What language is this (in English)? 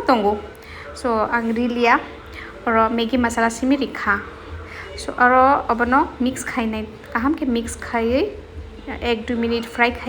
Kok Borok